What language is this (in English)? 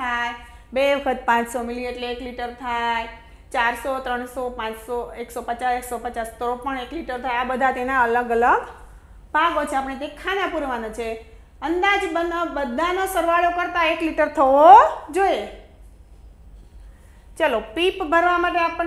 Gujarati